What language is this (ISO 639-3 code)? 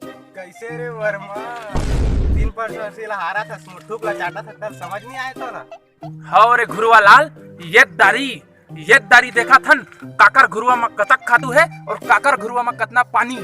hne